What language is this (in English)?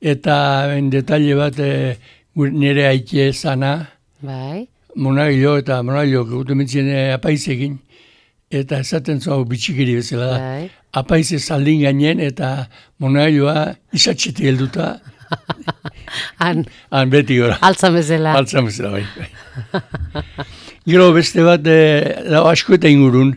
Basque